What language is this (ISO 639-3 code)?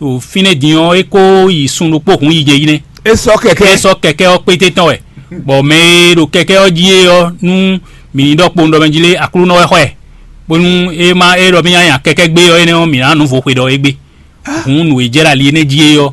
fon